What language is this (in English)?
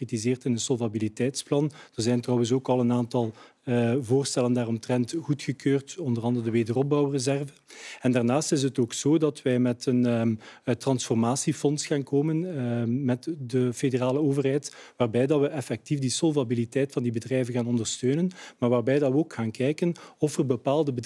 Dutch